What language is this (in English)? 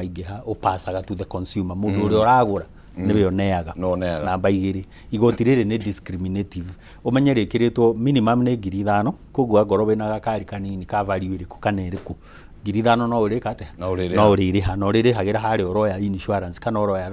Kikuyu